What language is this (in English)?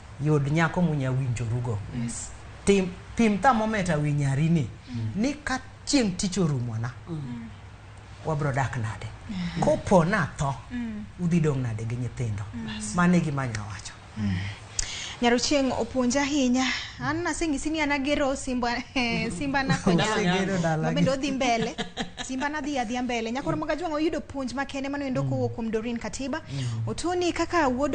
Luo (Kenya and Tanzania)